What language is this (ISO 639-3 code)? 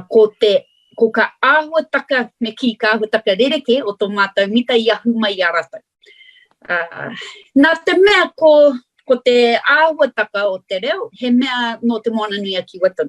mri